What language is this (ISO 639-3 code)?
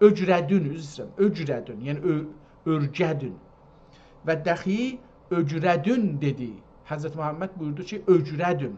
azb